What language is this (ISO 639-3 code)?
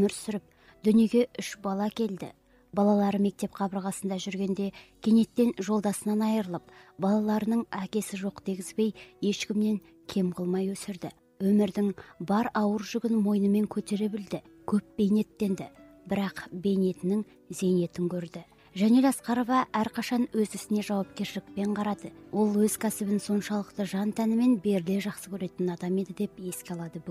kaz